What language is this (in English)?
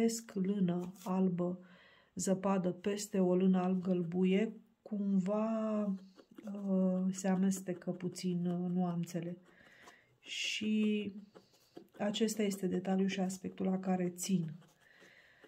Romanian